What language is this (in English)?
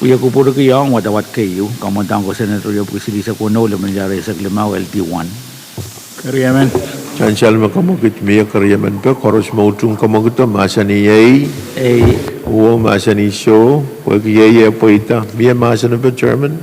Pohnpeian